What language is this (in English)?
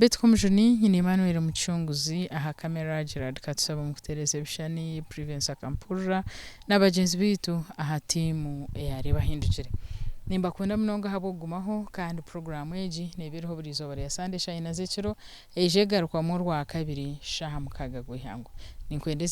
Nyankole